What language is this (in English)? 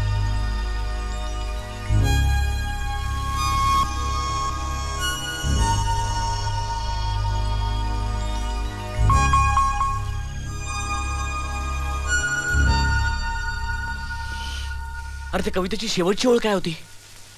Marathi